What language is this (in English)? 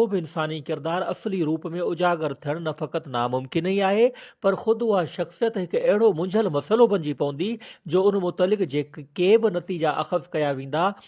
Sindhi